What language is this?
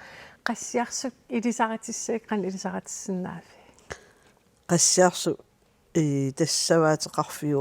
Kalaallisut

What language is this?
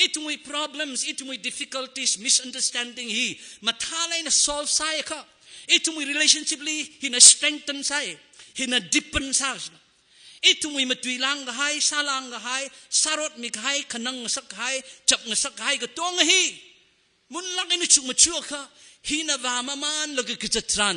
Tangkhul Naga (India)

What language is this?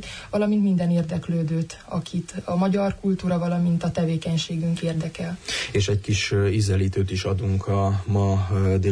Hungarian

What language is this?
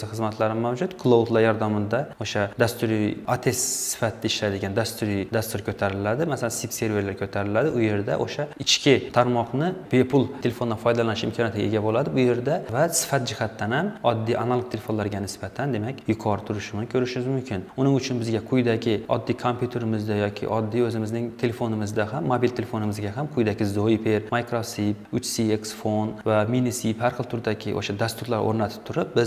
Uzbek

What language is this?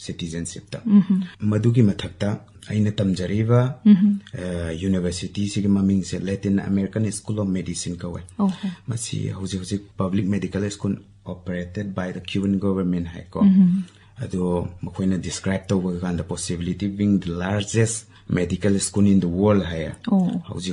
Manipuri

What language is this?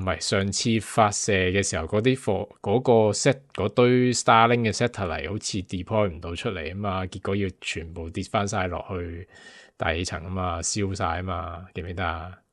Cantonese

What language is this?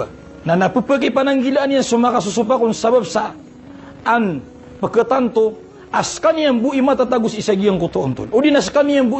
Maranao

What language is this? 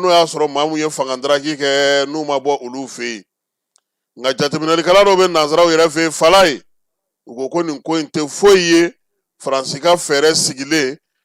Bambara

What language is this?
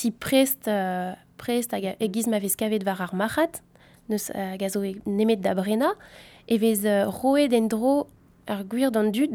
Breton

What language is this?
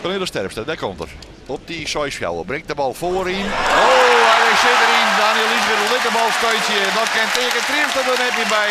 Western Frisian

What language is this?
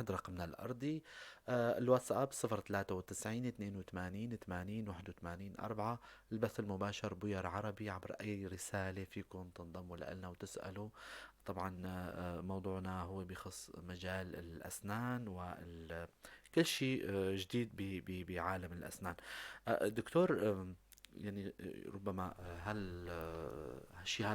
North Levantine Arabic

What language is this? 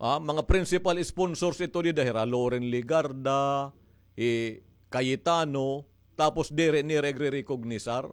Waray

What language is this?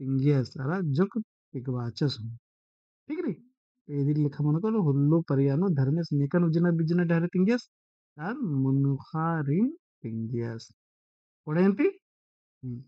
Kurukh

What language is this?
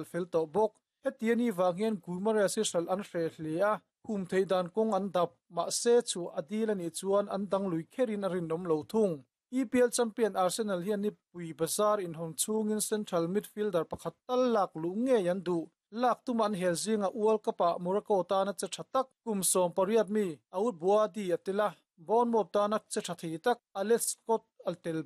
Mizo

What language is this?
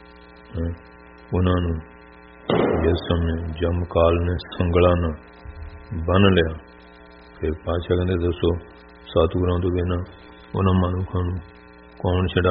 Punjabi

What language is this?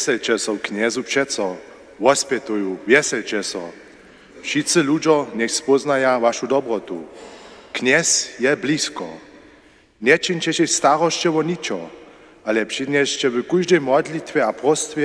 Upper Sorbian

